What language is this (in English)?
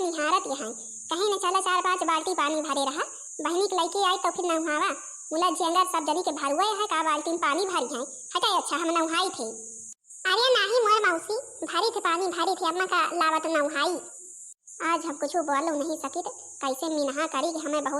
Awadhi